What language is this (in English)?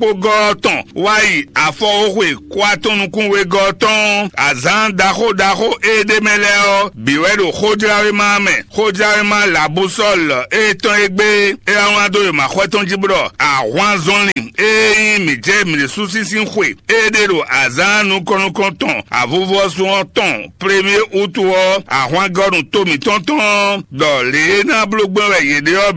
Fon